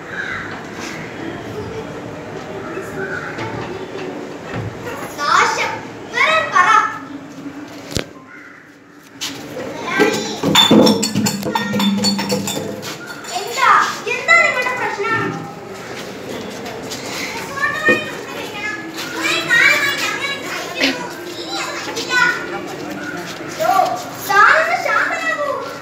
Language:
Malayalam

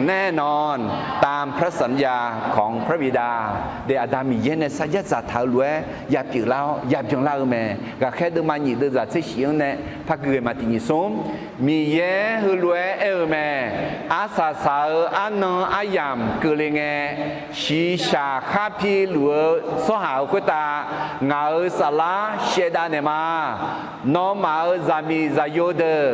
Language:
Akha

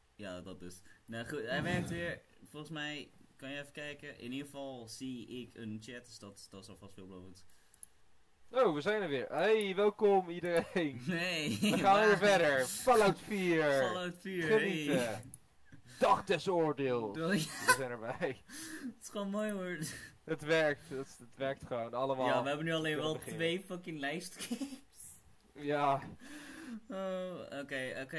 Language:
Dutch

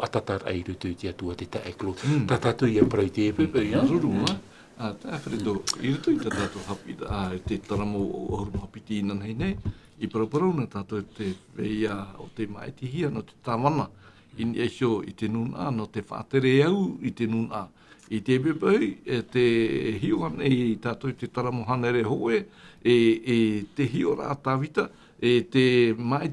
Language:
Tahitian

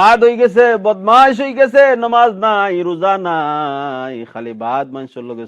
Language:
Sylheti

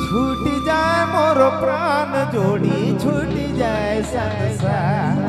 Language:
Sadri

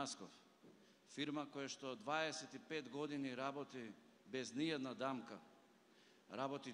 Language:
Macedonian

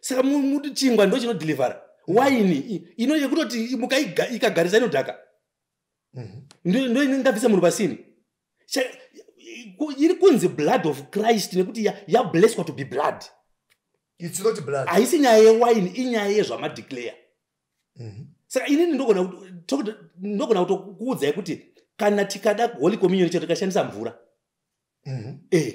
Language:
Shona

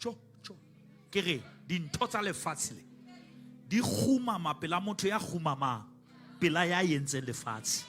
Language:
Southern Sotho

